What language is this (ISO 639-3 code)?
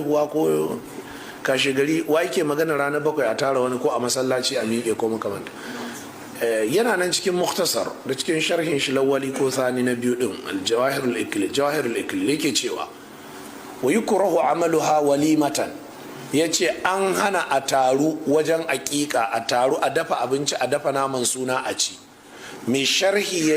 hau